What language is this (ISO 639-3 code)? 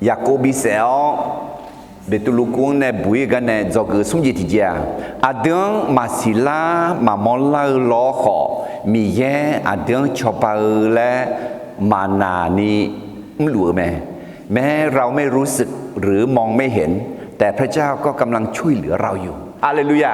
ahk